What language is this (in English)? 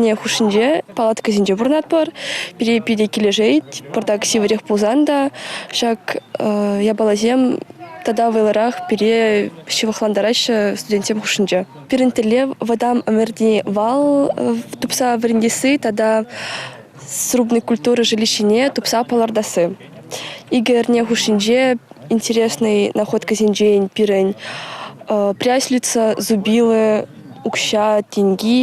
Chuvash